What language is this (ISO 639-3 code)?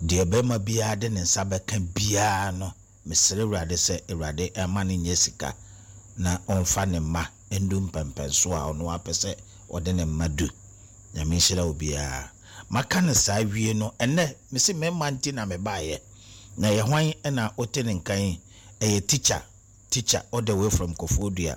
aka